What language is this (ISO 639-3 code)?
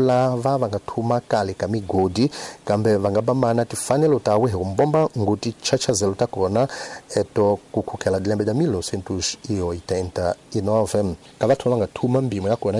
tso